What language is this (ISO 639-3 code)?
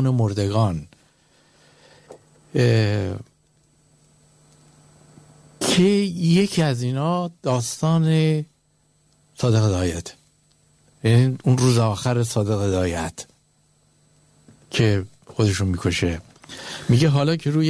fas